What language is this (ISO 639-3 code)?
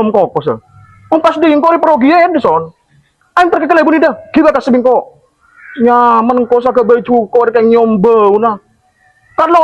mad